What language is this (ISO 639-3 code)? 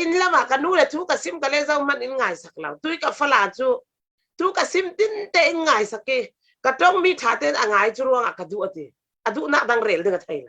cfm